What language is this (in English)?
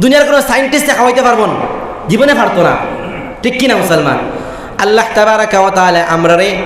Sylheti